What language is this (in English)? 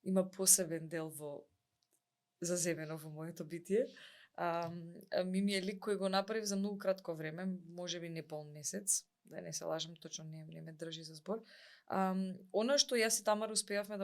Macedonian